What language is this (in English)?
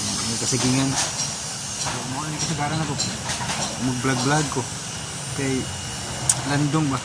Cebuano